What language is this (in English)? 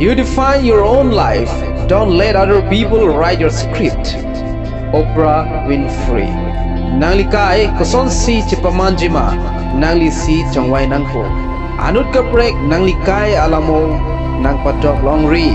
Karbi